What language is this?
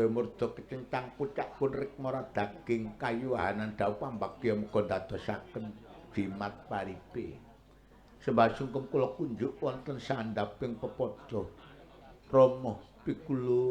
Javanese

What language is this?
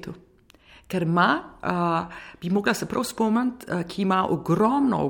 Slovenian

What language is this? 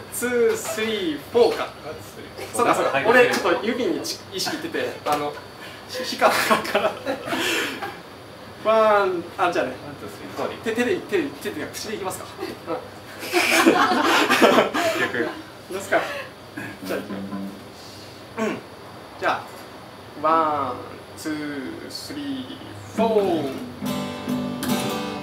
Japanese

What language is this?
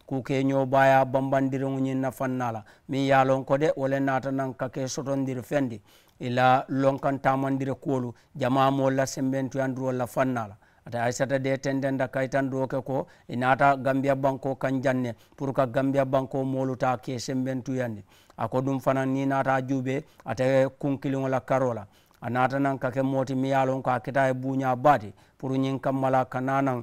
Mandingo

